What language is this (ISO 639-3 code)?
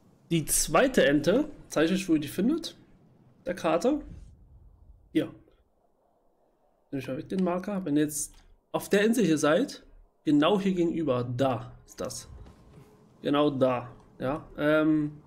deu